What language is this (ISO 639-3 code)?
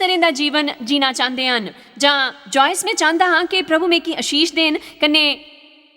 doi